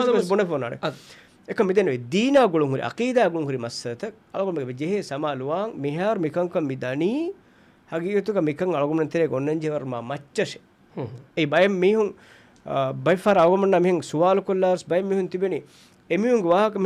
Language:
Divehi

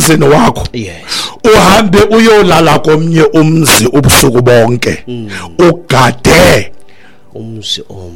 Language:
Xhosa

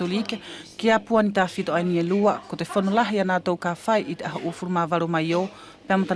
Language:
Wallisian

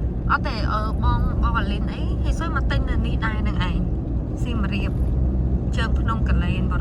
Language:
Khmer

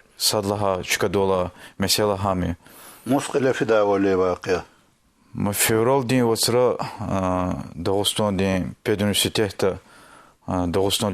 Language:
Lezghian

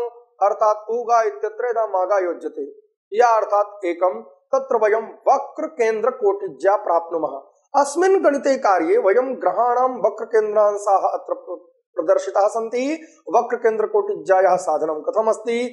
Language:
Sanskrit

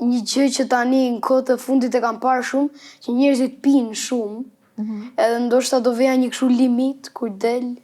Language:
Albanian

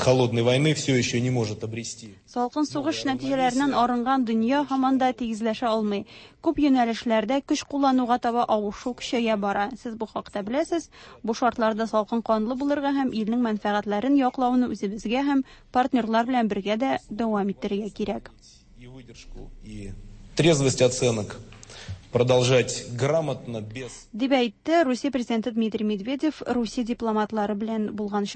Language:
Tatar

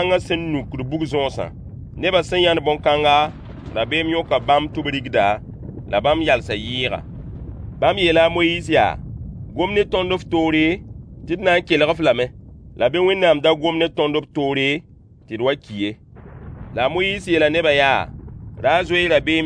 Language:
Mossi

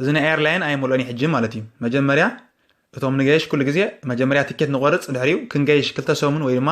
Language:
Tigrinya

